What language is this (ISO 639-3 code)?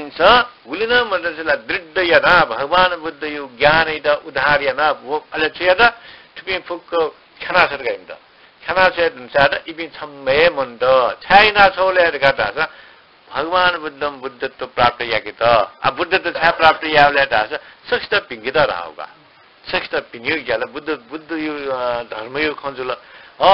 new